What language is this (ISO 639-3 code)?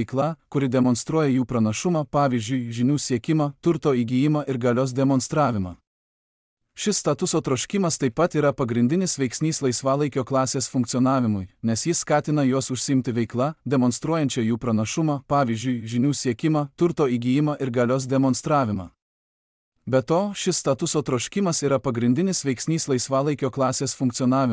lit